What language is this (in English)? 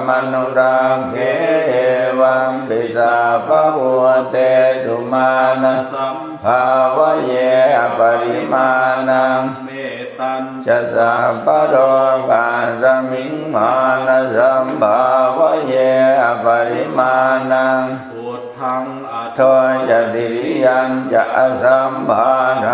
Pali